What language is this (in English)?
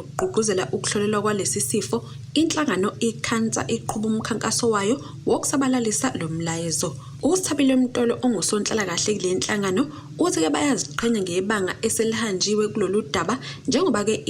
Zulu